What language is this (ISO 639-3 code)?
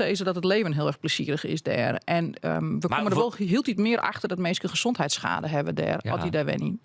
fry